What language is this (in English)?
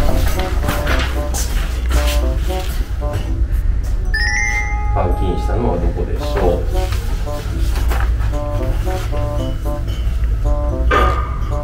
Japanese